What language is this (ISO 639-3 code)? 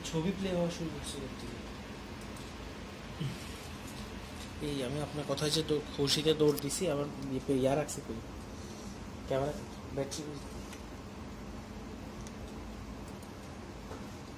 ben